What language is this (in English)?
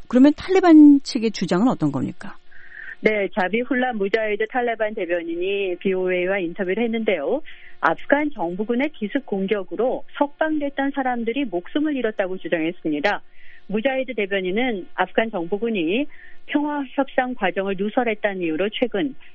Korean